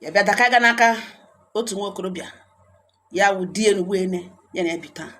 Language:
Igbo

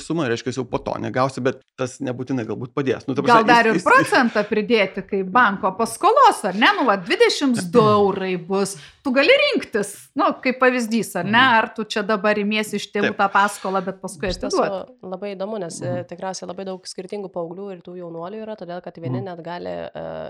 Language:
Lithuanian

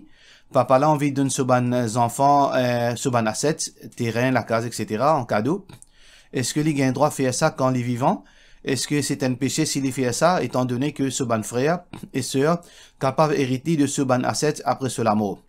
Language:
Morisyen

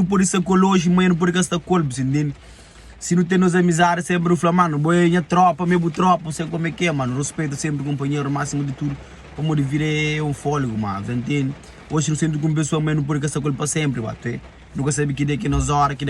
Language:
Kabuverdianu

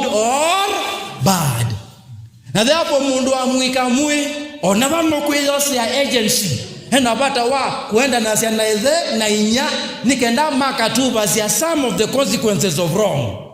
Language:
Kamba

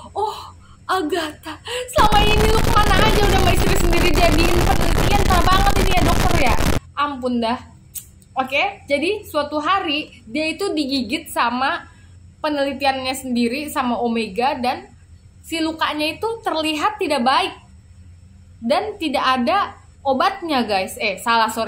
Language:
Indonesian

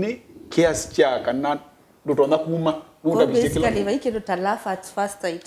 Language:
Kamba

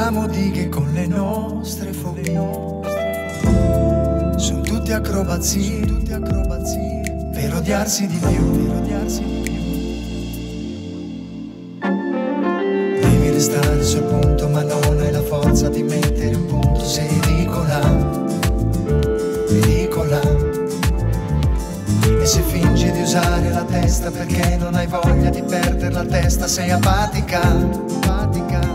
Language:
Italian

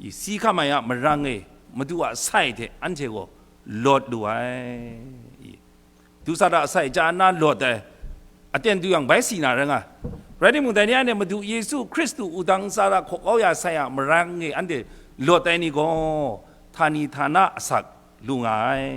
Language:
Kachin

